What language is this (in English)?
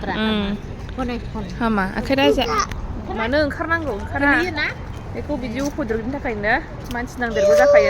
Bodo